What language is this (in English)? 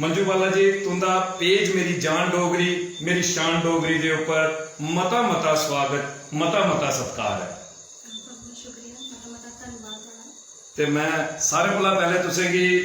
Dogri